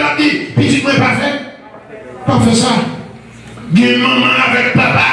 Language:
Haitian Creole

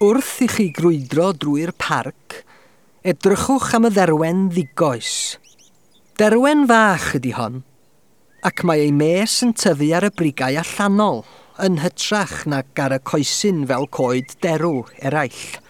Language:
Welsh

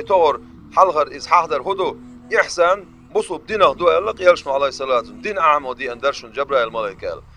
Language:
Chechen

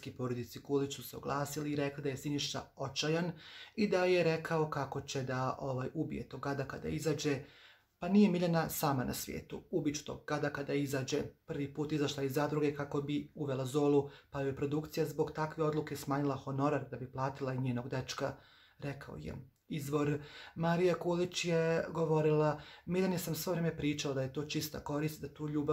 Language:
Croatian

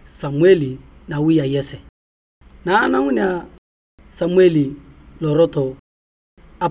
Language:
Turkana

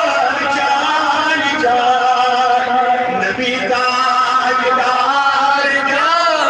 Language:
Kashmiri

